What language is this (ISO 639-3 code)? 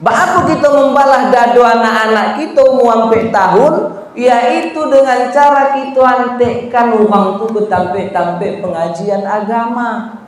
min